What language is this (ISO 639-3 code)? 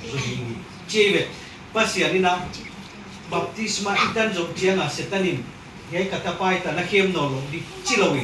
ctd